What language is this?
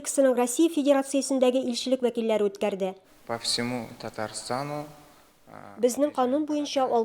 Tatar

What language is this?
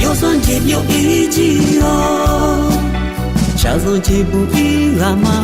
Akha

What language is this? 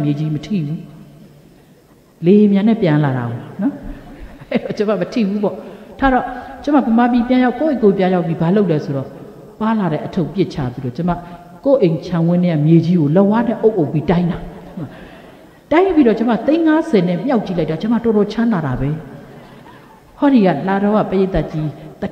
Burmese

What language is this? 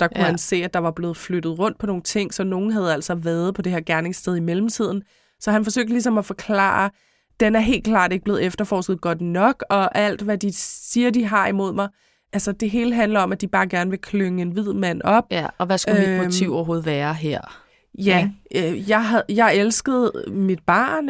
Danish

